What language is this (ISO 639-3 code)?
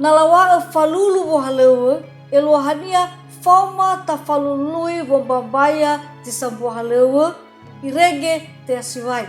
nia